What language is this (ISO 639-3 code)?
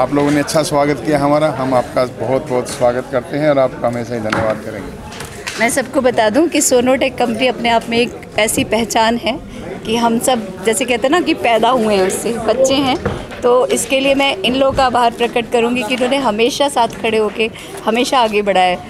hin